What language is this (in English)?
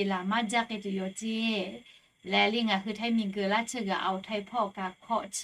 Lahu